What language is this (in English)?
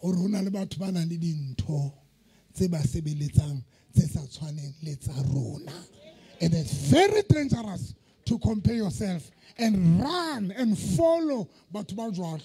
Southern Sotho